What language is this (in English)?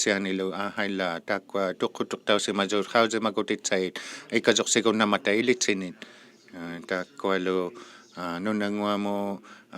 Inuktitut